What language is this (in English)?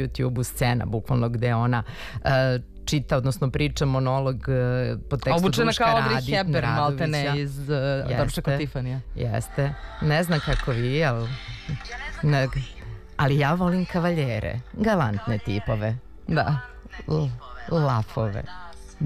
Serbian